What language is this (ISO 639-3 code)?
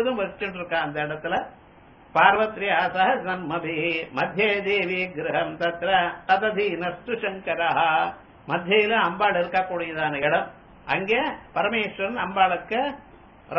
tam